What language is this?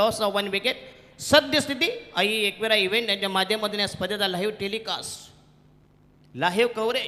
Marathi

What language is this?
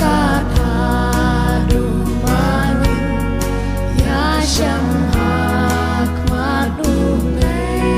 Khasi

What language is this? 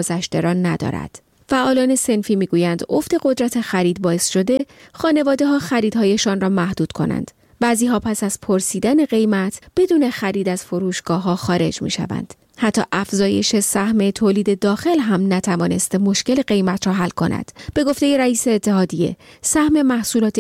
Persian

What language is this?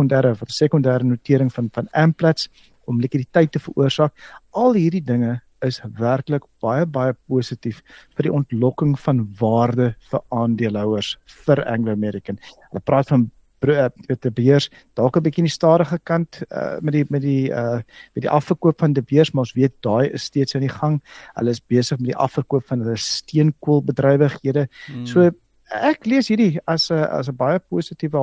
Afrikaans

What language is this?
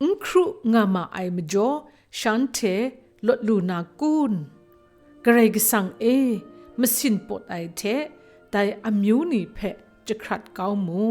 Kachin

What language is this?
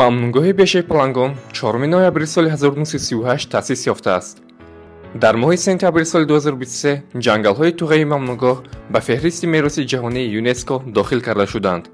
Tajik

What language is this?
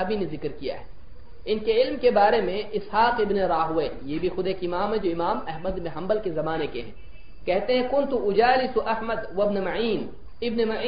Urdu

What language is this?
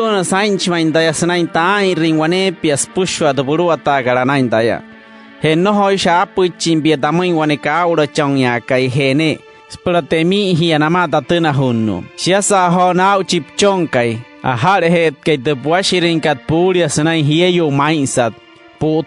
Wayuu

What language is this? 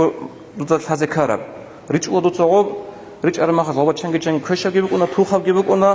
Avaric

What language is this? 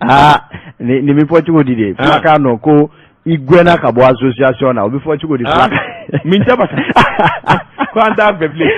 Bambara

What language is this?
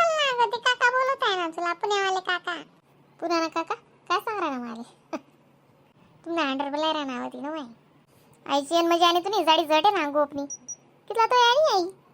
Khandesi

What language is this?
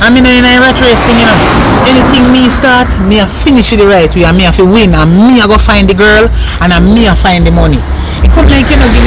Jamaican Creole English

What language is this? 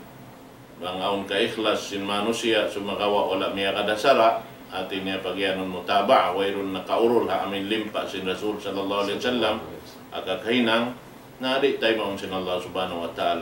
Tausug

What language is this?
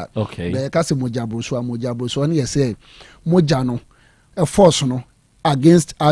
Akan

